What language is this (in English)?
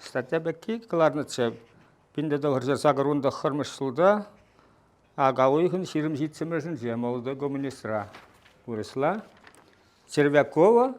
Chuvash